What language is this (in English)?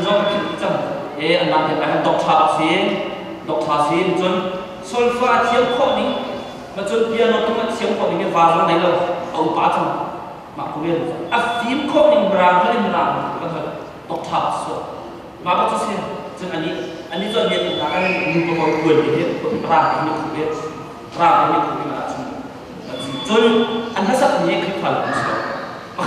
Hakha Chin